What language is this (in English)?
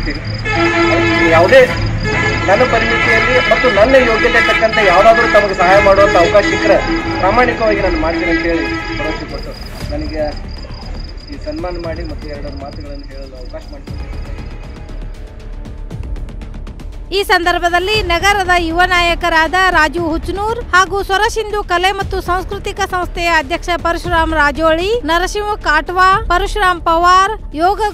Kannada